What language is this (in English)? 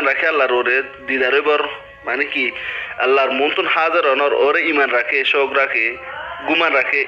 Rohingya